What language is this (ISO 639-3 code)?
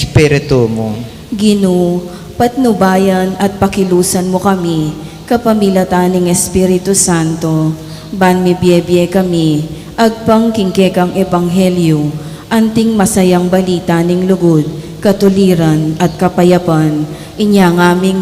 pam